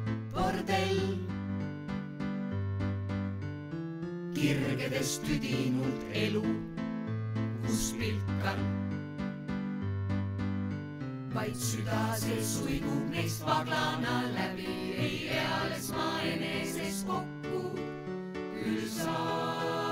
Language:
Estonian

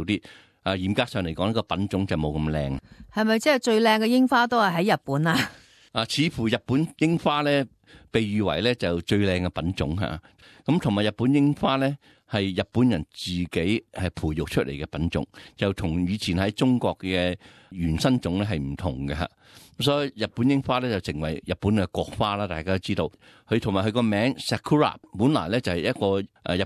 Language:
Cantonese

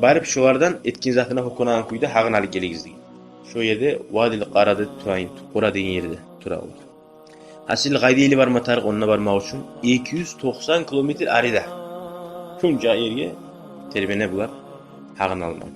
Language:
Kumyk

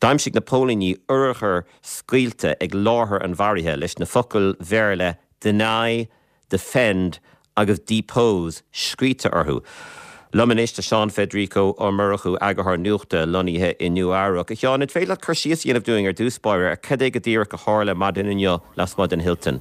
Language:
Irish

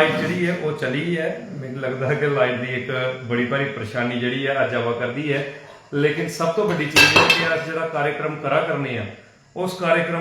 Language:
Dogri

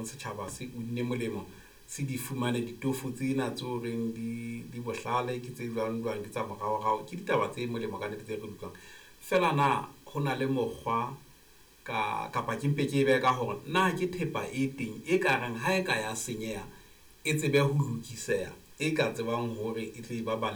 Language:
Southern Sotho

